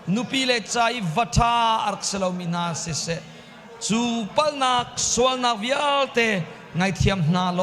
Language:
Hakha Chin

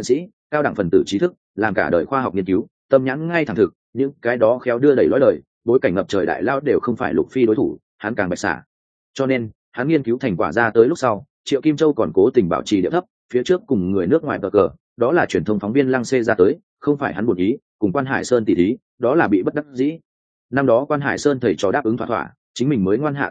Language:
Vietnamese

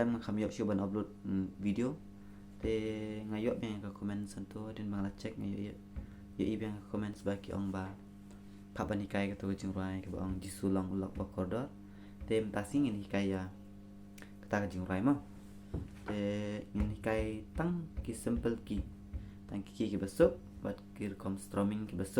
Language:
Khasi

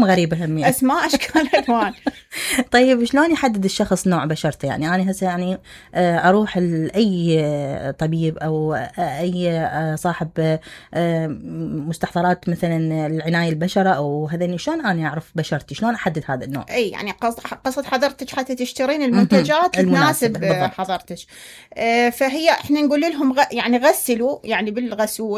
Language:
Mesopotamian Arabic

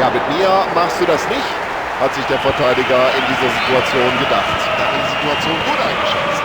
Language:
Bavarian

